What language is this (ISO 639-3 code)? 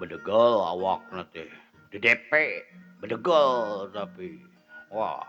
sun